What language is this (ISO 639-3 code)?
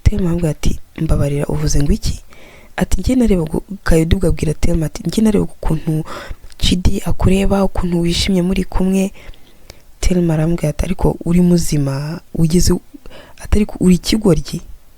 kin